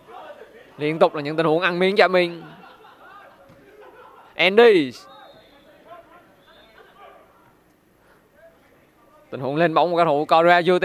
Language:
Vietnamese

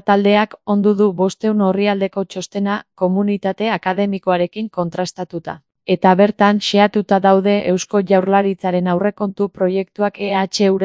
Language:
Basque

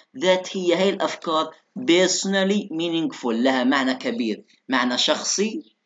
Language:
Arabic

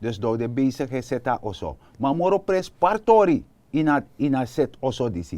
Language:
Sranan Tongo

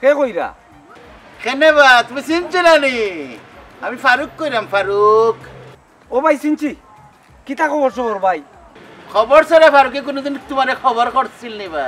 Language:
Sylheti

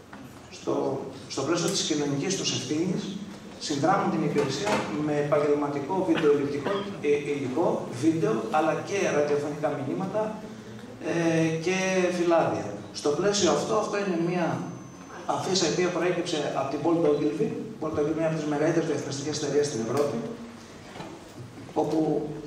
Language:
Greek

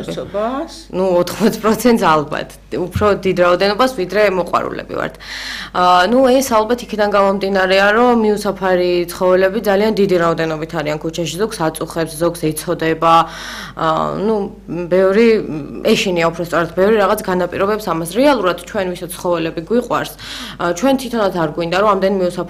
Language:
Georgian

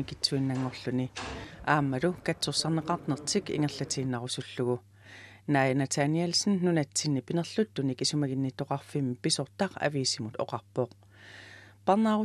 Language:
Kalaallisut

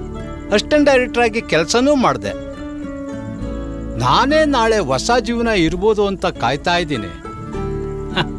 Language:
Kannada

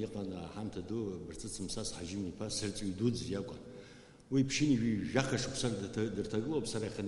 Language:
Abkhazian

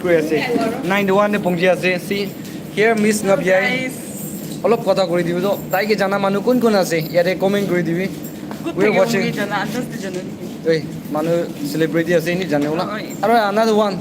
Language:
Naga Pidgin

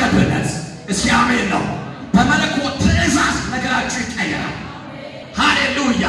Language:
Amharic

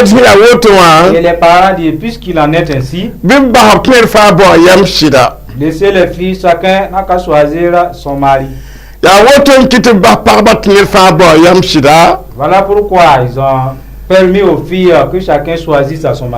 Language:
Mossi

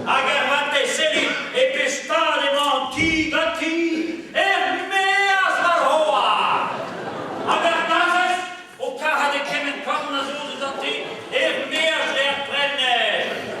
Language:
Breton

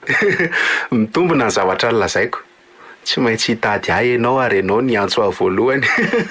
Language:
Malagasy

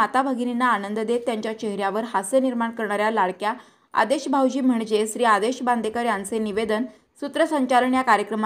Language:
Marathi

